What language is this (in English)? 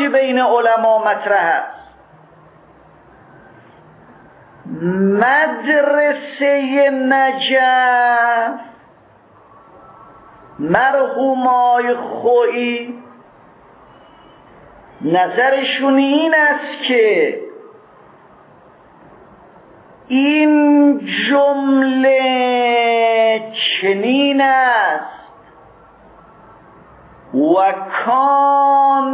Persian